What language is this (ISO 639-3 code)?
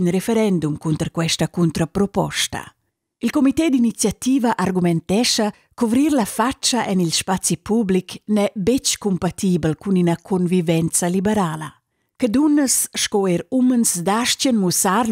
roh